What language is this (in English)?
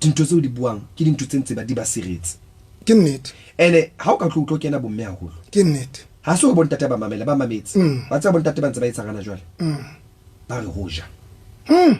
Southern Sotho